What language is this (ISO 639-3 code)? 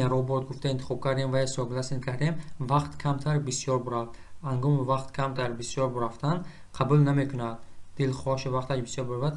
tgk